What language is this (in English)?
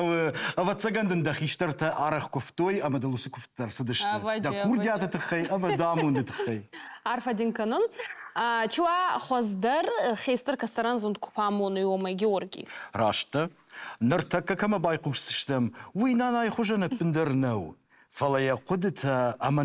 Ossetic